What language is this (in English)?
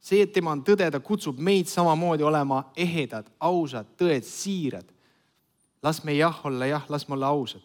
Estonian